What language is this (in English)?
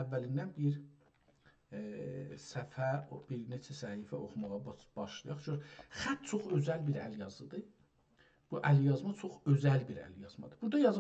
South Azerbaijani